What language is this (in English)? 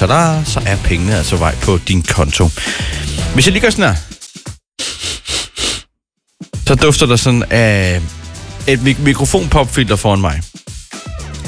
Danish